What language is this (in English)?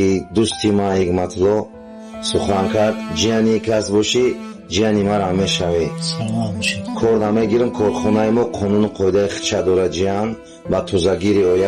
Tajik